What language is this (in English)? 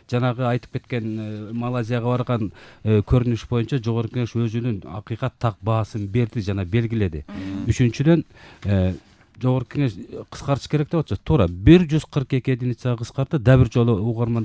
Kyrgyz